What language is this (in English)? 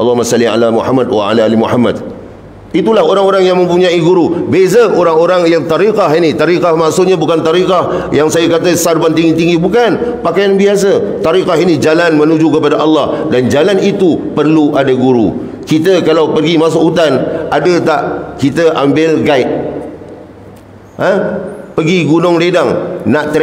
Malay